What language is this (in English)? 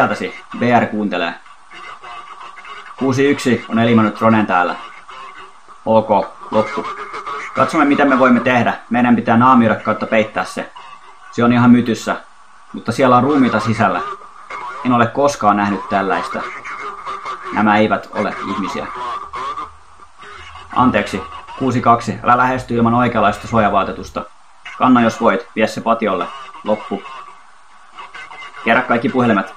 Finnish